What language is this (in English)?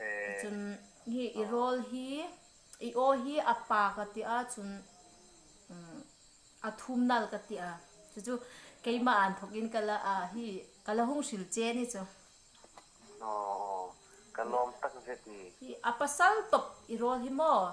Hmar